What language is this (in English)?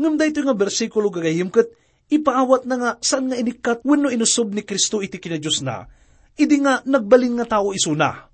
Iloko